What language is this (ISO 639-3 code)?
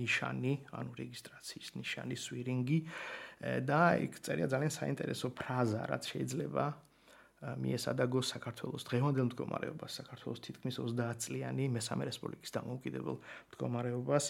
kat